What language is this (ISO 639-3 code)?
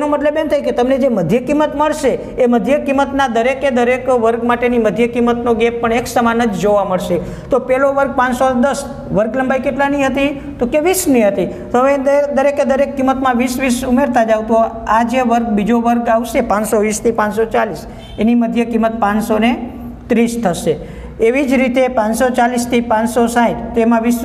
guj